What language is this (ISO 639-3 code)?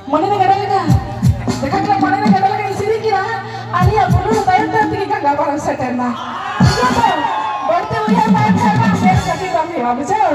sat